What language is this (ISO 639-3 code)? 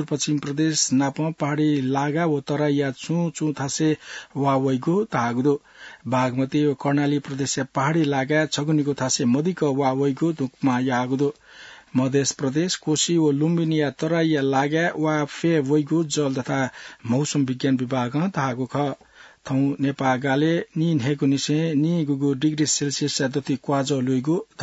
new